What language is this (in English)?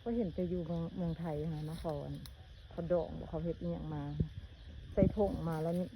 Lao